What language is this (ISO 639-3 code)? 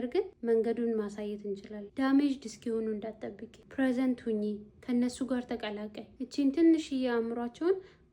amh